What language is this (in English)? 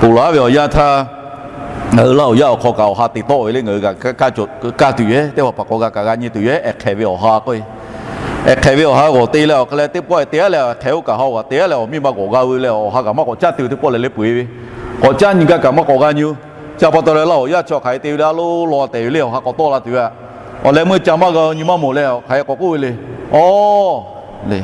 Lahu